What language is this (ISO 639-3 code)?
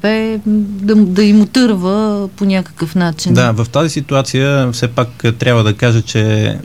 bul